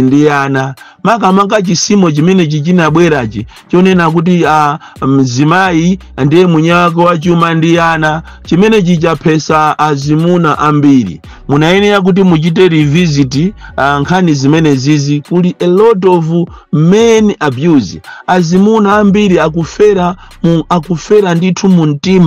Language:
Nyanja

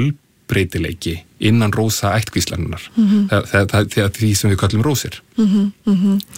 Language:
Icelandic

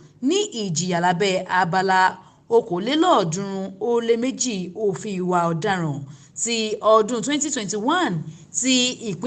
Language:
Yoruba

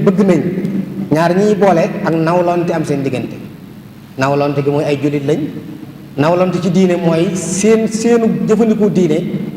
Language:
Wolof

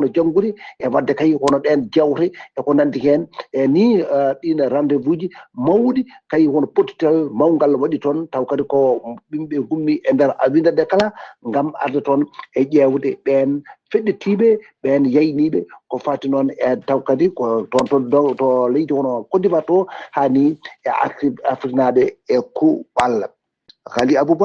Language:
Fula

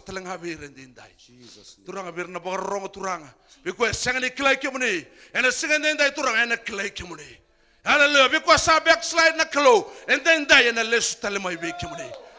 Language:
Fijian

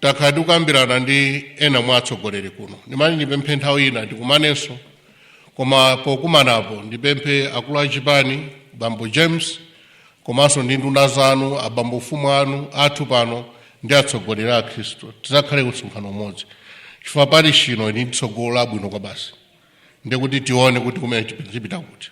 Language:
Nyanja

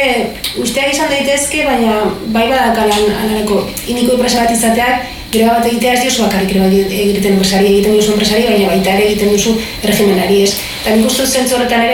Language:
Basque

